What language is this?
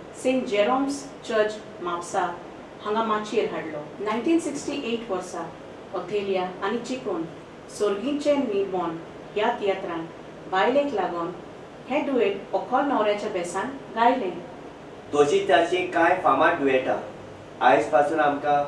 Konkani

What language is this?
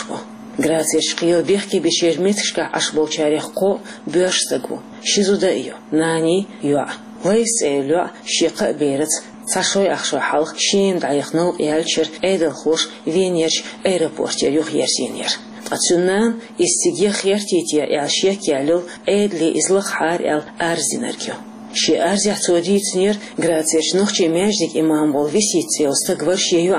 Chechen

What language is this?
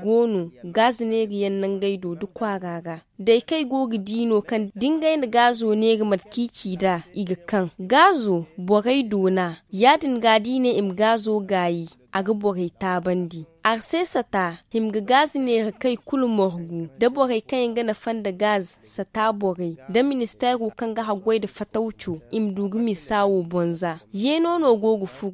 Zarma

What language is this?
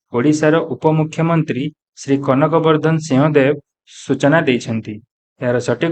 Odia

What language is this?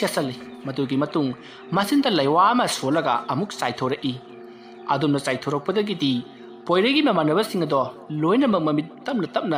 Manipuri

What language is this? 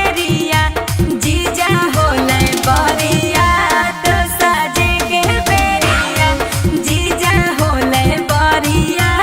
Magahi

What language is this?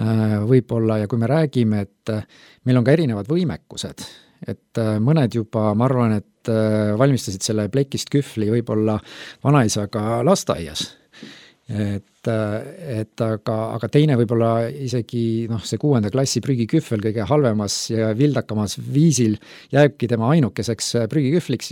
Estonian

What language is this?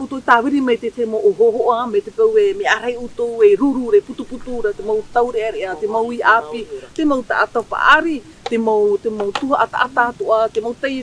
Tahitian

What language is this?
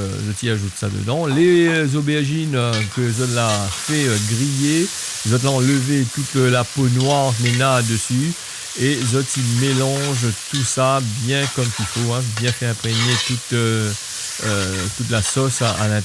Réunion Creole French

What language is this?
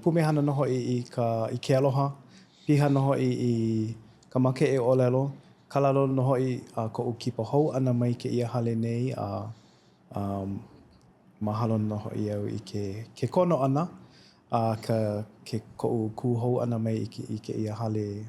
Hawaiian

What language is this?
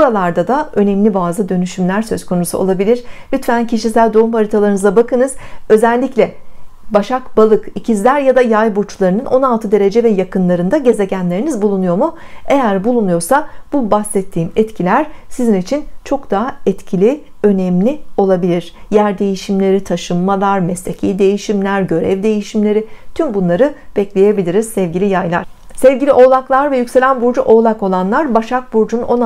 Turkish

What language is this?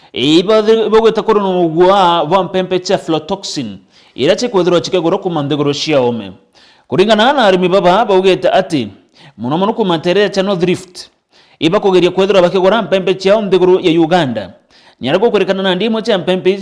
Meru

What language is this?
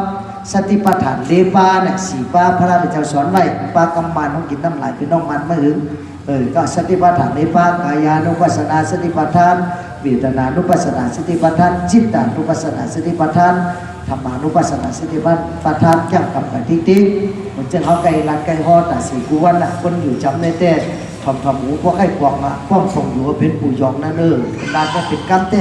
Shan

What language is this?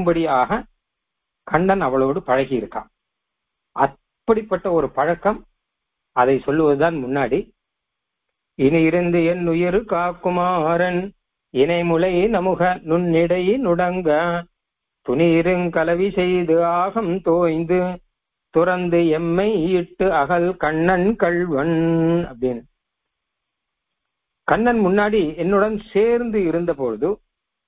Tamil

